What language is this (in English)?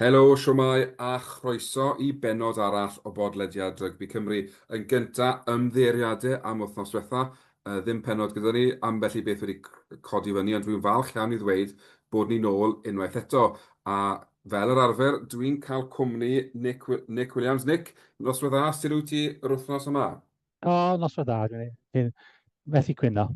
Welsh